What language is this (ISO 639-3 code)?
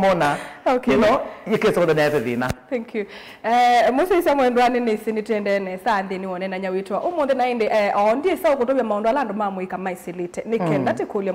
kam